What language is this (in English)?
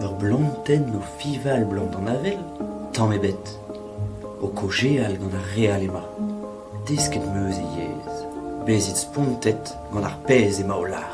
Breton